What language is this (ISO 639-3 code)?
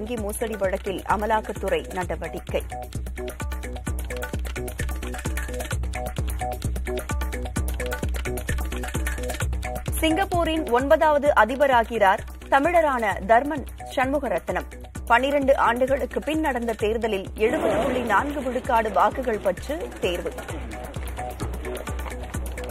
tam